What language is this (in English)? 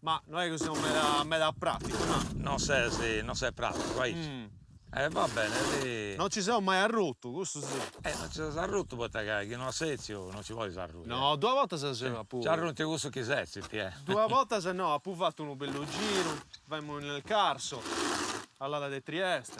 Sardinian